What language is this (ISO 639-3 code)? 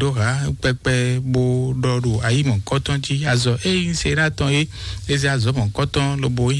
fon